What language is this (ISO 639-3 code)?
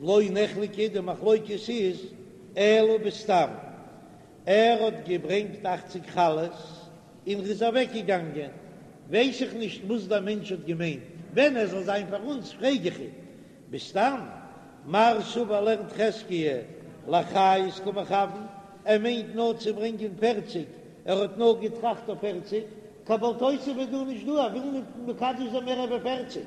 yid